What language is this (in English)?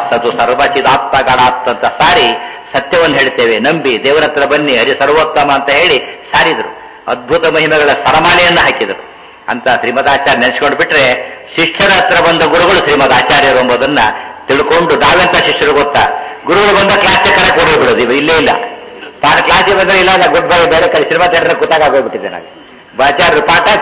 Kannada